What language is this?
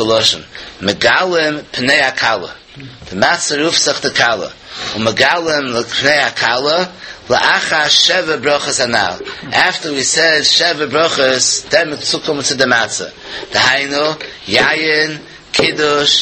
Yiddish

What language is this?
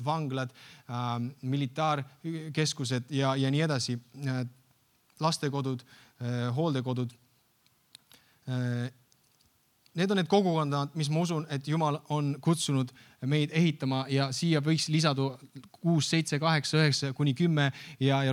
Estonian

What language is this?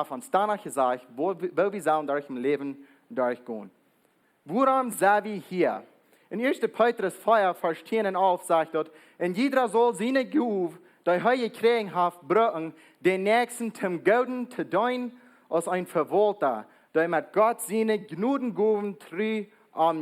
Plautdietsch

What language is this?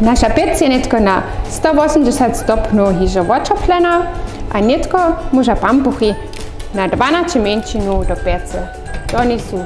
Upper Sorbian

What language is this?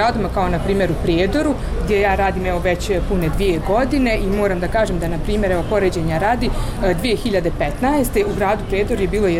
Croatian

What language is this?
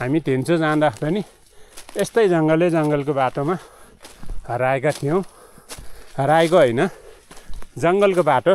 Nepali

